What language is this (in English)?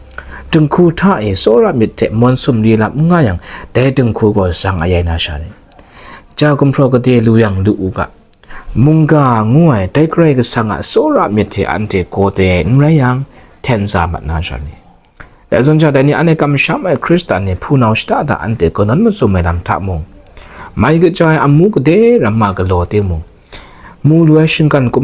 Kachin